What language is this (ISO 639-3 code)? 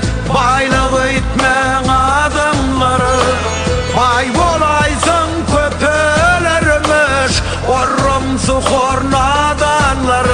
tuk